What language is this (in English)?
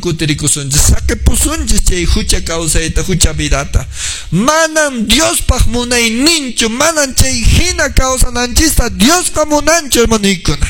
Quechua